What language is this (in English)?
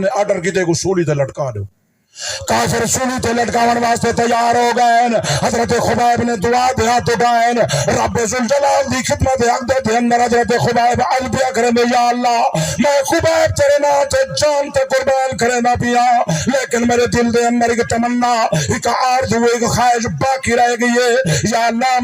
Saraiki